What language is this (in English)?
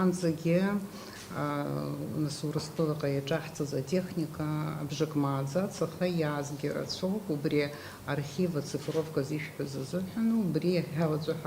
Abkhazian